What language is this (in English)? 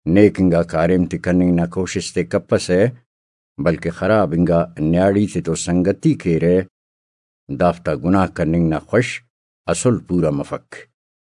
Brahui